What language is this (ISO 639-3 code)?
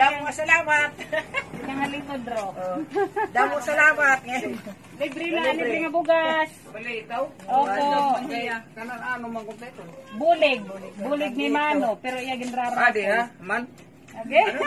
war